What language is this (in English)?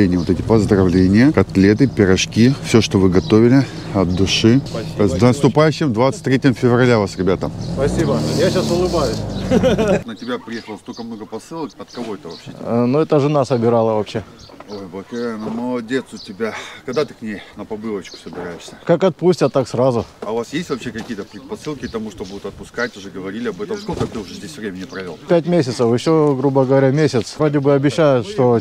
Russian